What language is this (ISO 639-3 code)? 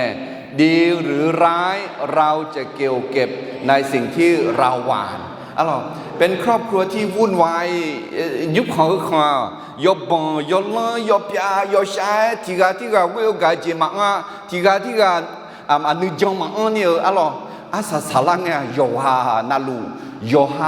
ahk